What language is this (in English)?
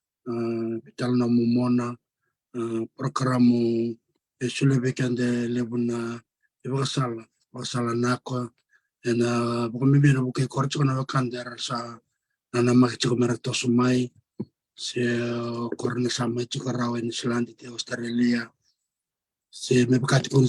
Fijian